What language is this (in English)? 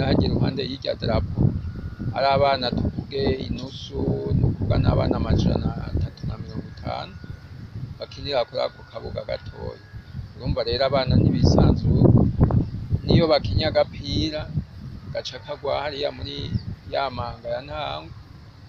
Rundi